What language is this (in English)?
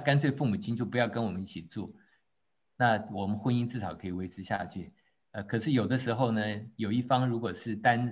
Chinese